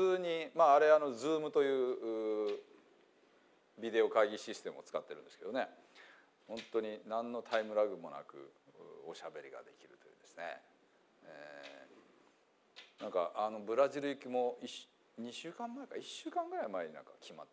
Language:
Japanese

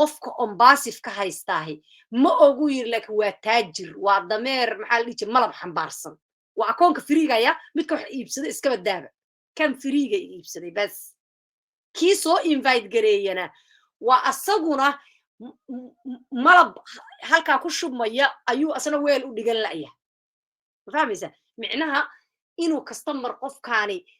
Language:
Somali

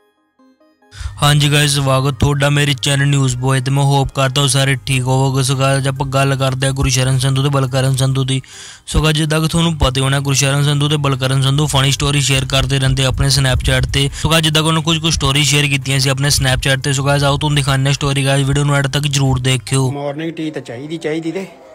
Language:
Punjabi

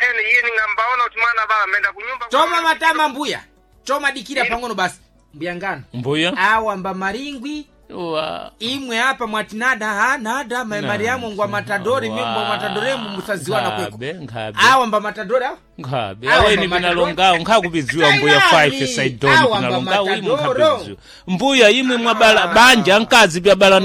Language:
Sena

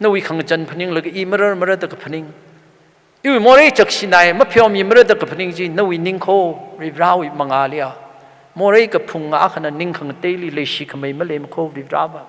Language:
Tangkhul Naga (India)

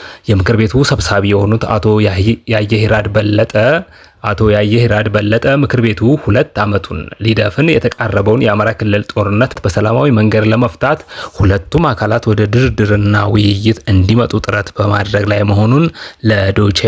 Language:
Amharic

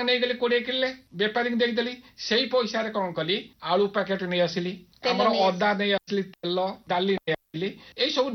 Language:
Odia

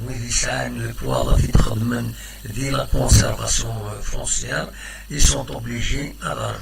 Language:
Kabyle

